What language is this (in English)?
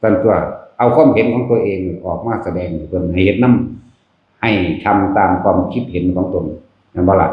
Northeastern Thai